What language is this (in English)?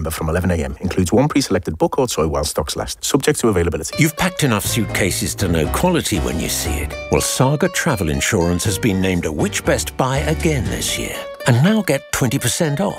English